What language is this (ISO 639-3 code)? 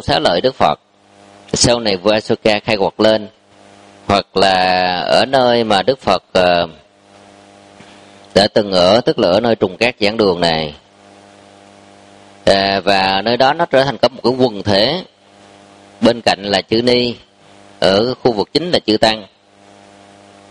vie